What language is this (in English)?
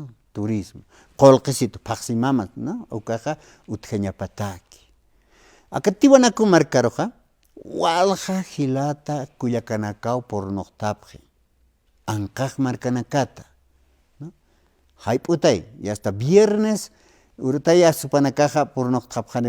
Aymara